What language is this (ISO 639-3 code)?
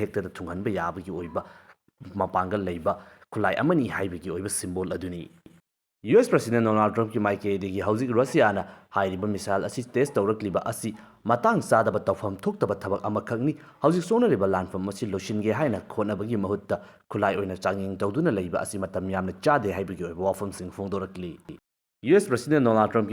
mni